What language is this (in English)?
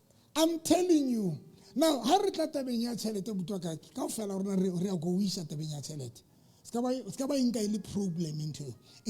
Southern Sotho